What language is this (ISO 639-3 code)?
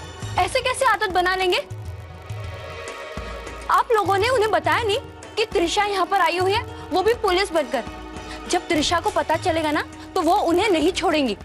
hin